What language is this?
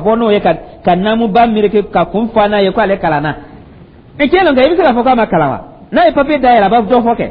Dyula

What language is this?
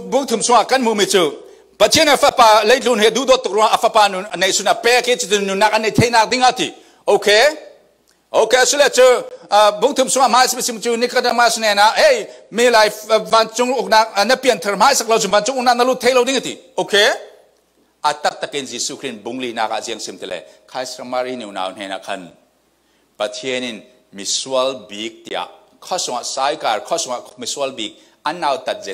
Falam Chin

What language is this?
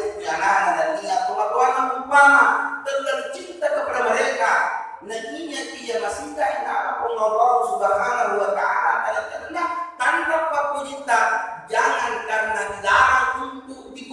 Buginese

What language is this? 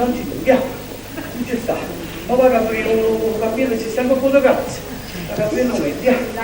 Neapolitan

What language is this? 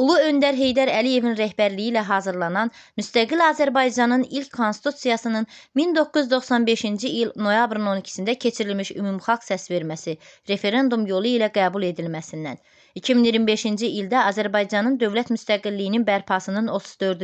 Azerbaijani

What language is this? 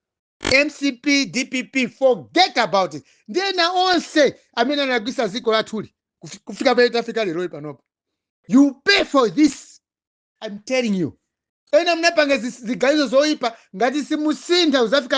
Nyanja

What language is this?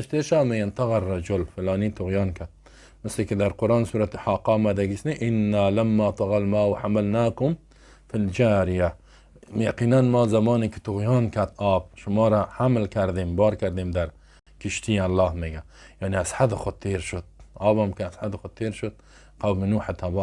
Persian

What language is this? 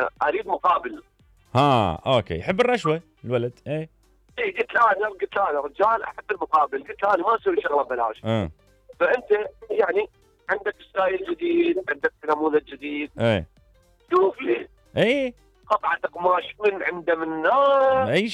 Mesopotamian Arabic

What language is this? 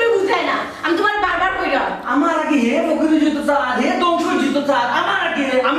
Sylheti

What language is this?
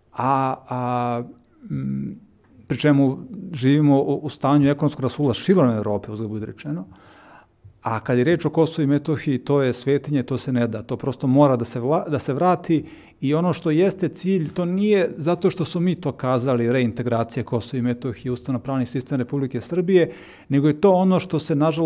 Serbian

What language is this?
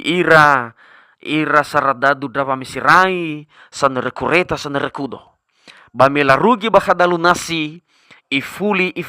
Nias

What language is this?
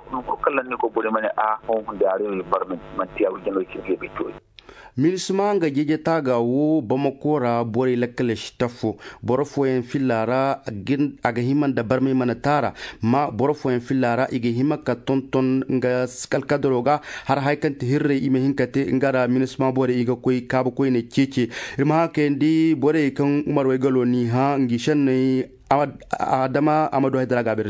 Zarma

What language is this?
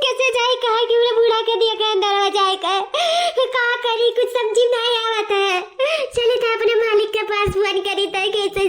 Awadhi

